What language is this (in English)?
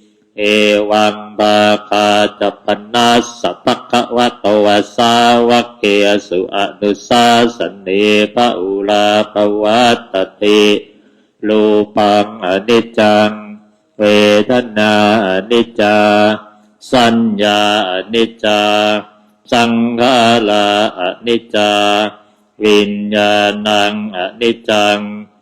Pali